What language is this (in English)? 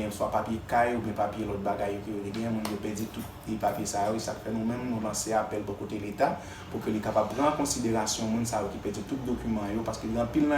Haitian Creole